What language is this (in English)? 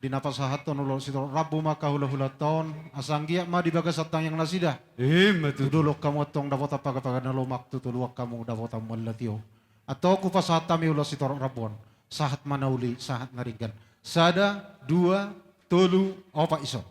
Batak Toba